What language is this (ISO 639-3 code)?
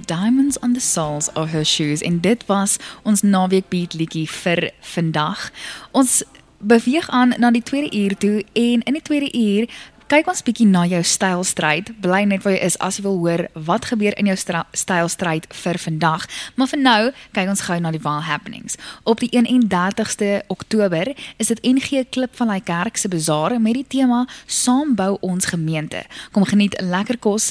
afr